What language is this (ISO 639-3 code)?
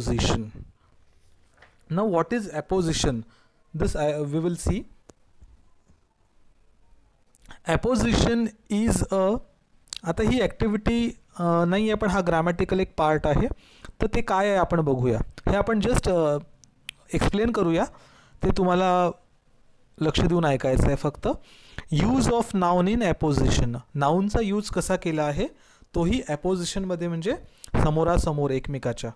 mar